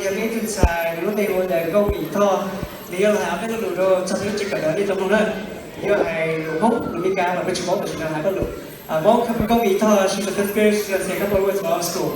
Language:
Hmong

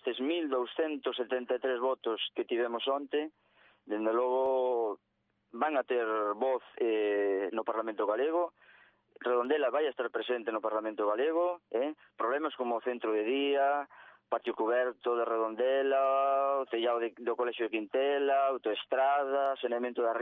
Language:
Galician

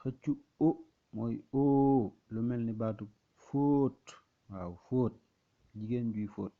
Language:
Wolof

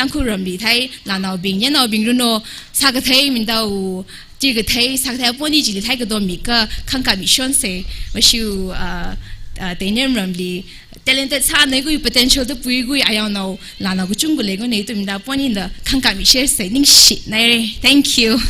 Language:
Tangkhul Naga (India)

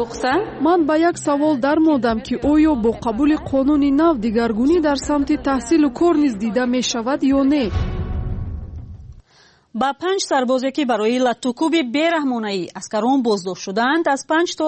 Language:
Persian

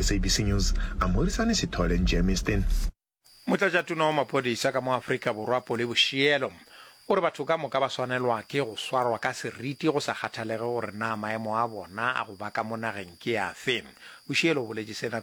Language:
Northern Sotho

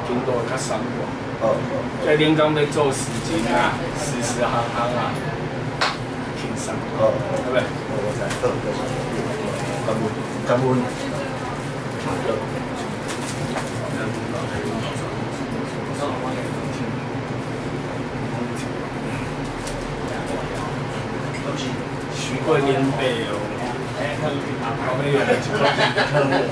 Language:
Min Nan Chinese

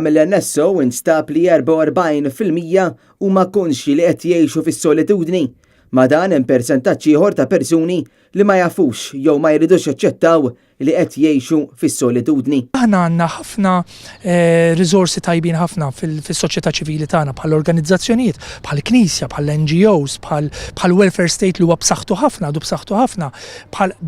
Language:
Maltese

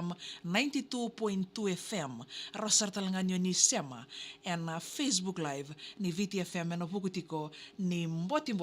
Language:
Fijian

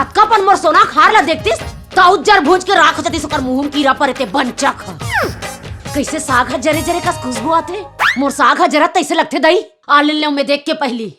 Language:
Chhattisgarhi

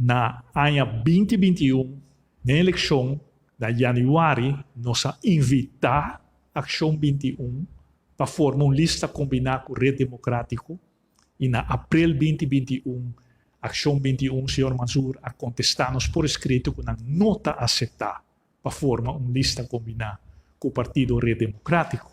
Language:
Papiamento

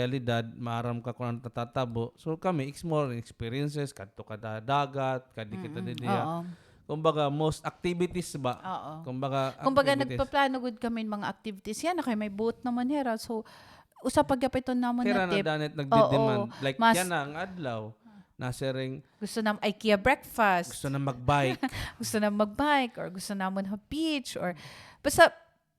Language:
Waray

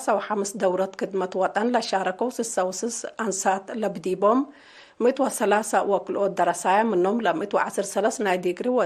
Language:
Tigre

